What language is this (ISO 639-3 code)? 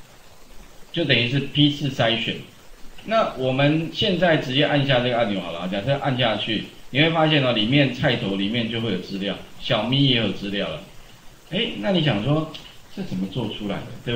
zho